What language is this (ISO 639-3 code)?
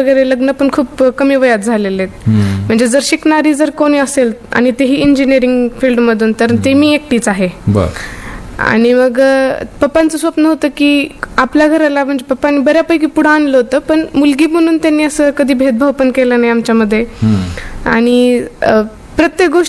mar